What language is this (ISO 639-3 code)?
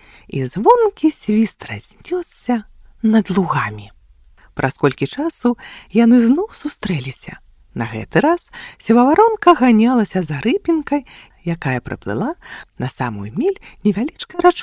bel